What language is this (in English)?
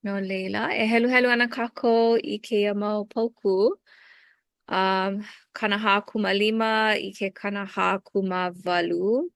Hawaiian